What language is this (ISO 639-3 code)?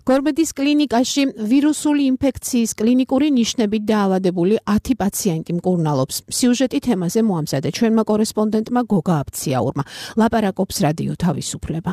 kat